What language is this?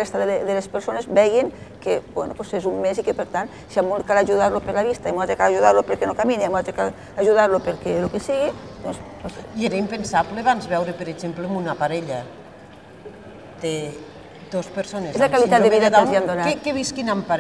Catalan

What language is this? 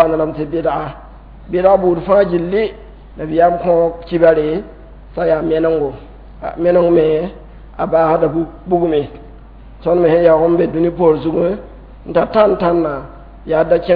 Mossi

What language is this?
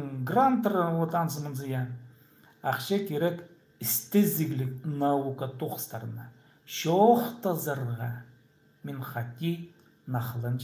Khakas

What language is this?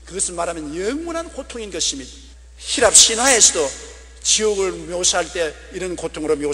Korean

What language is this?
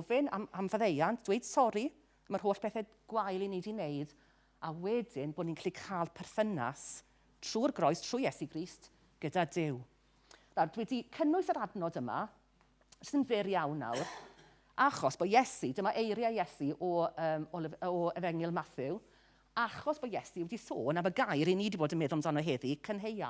Welsh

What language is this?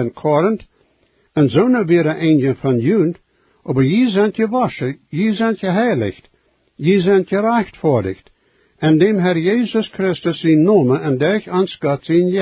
Plautdietsch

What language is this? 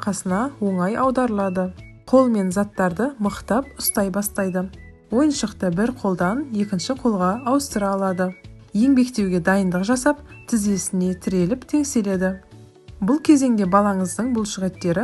Kazakh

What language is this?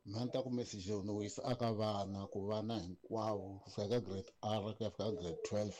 Tsonga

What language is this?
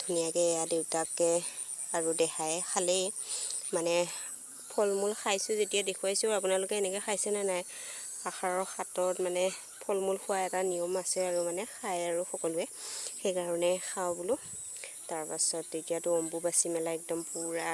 Assamese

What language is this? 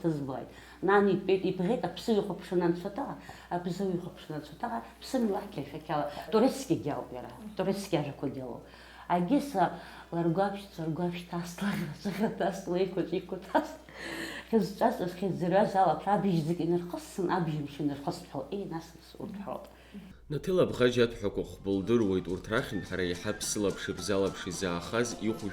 Abkhazian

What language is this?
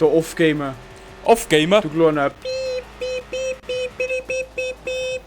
Bavarian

